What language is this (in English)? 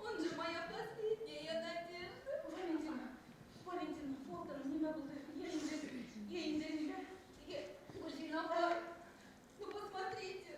Bashkir